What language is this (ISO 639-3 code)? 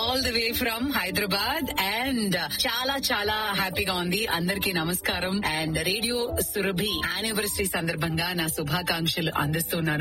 tel